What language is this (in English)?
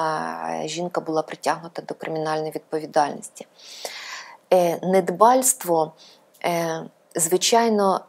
Ukrainian